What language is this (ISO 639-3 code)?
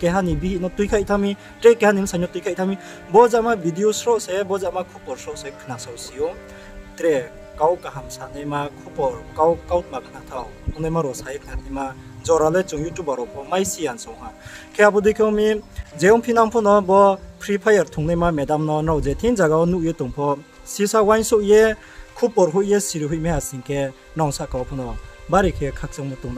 ria